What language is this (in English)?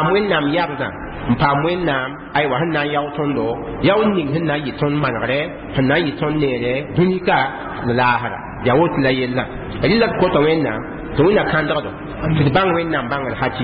Mossi